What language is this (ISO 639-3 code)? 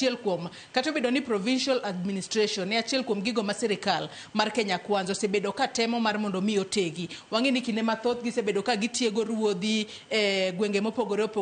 luo